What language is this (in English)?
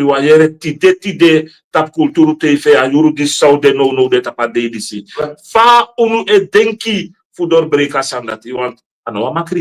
Sranan Tongo